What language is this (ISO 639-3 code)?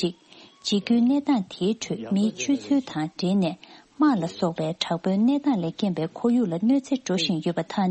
bod